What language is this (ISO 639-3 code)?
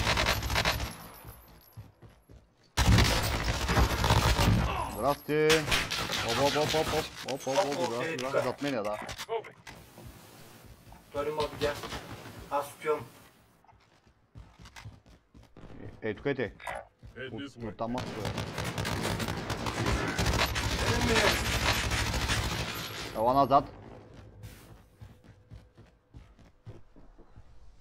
bul